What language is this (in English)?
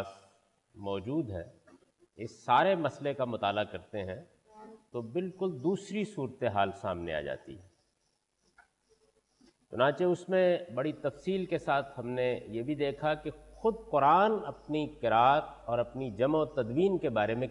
Urdu